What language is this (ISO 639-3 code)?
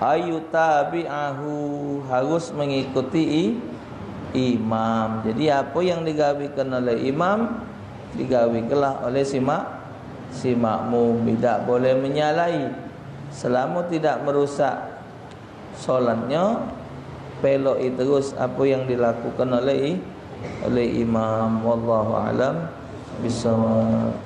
mui